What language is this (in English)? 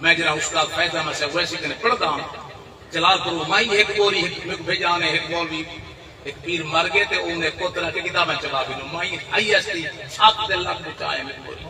Saraiki